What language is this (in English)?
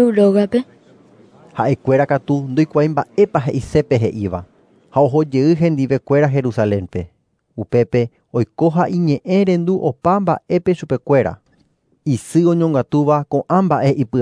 Guarani